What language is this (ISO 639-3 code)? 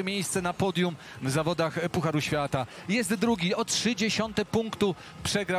pol